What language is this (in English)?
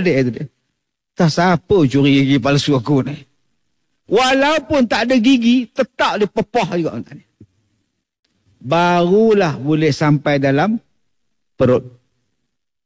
Malay